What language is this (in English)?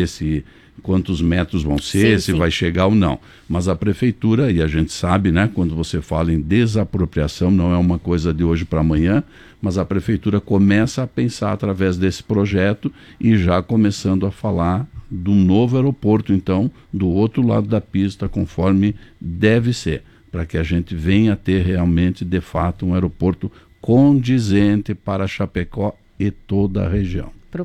Portuguese